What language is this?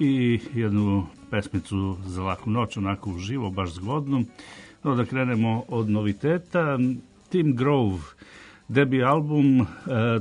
Serbian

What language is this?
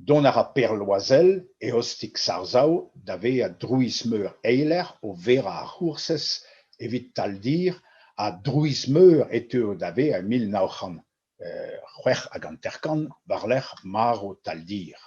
Breton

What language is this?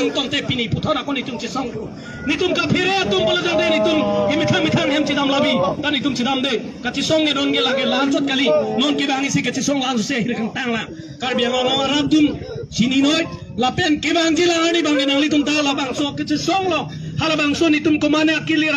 Karbi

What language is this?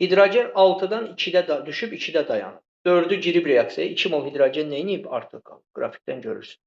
Azerbaijani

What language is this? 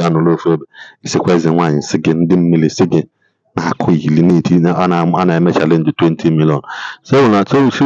Igbo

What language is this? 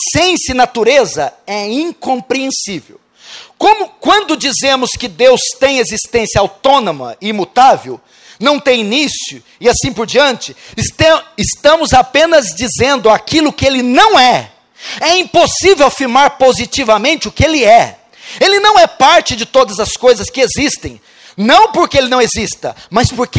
Portuguese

